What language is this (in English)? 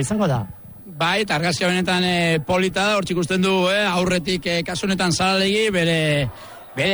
Basque